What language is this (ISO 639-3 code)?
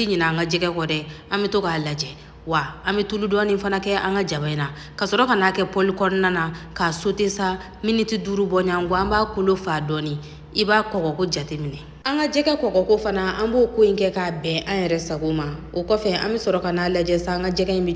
bam